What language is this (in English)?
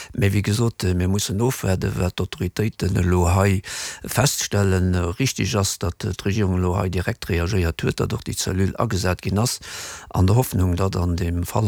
Luxembourgish